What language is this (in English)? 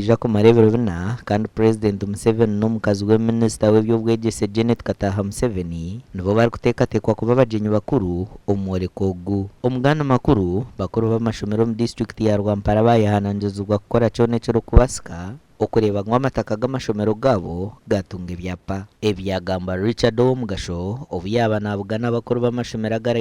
Nyankole